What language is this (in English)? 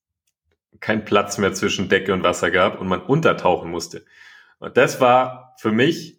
German